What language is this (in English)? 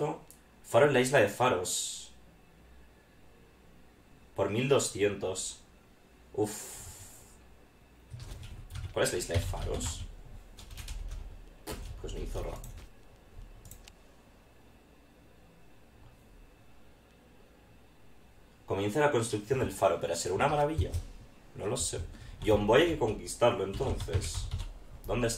Spanish